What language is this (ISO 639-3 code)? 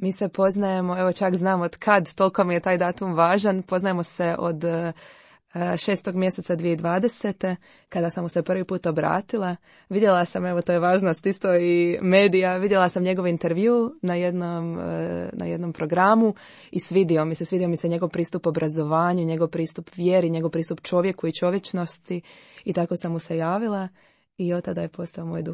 hrv